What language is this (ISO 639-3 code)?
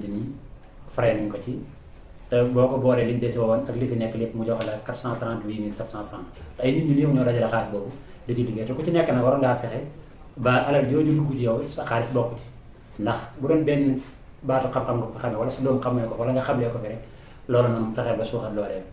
wol